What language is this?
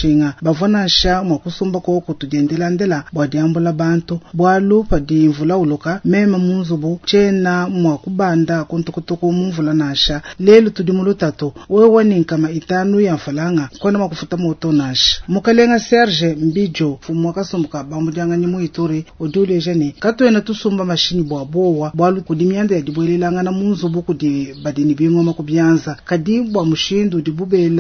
Luba-Lulua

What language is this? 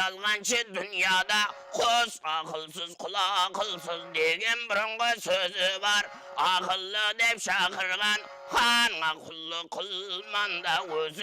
Kara-Kalpak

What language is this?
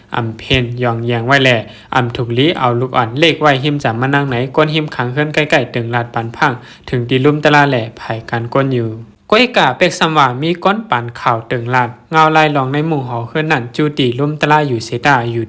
Shan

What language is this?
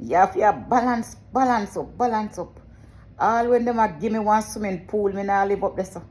Jamaican Creole English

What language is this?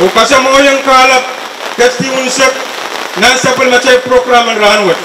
Pohnpeian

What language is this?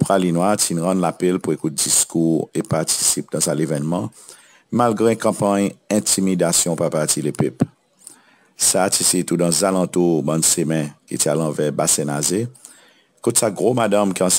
Seselwa Creole French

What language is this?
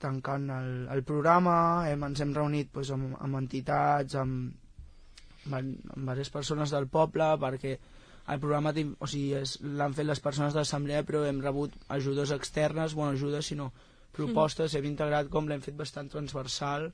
Catalan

